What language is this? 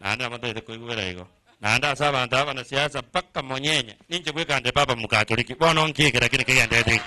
Gusii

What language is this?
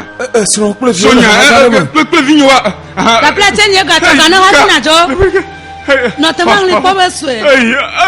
Ewe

